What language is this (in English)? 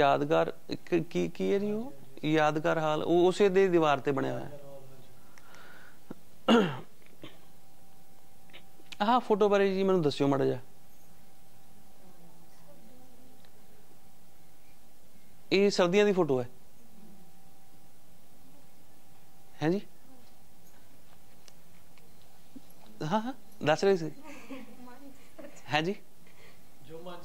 Punjabi